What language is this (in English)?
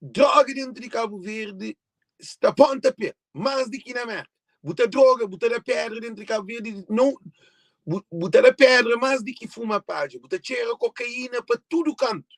Kabuverdianu